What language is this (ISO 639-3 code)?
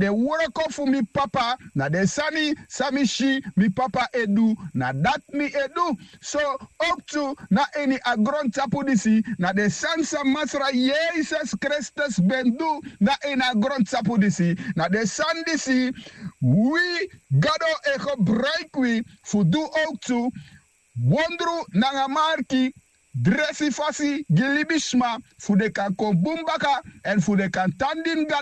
srn